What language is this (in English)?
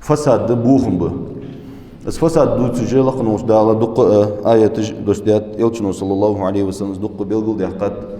Ingush